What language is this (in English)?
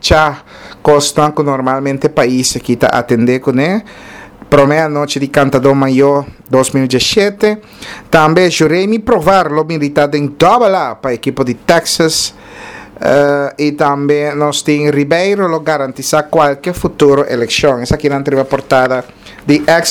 Papiamento